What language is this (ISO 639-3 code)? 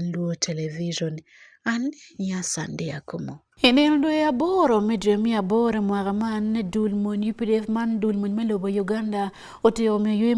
ach